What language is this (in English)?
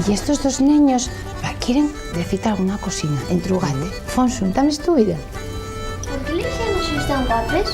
Asturian